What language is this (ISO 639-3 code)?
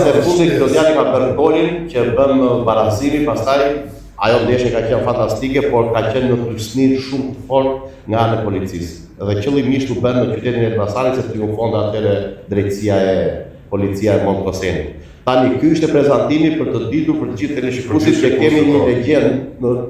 sqi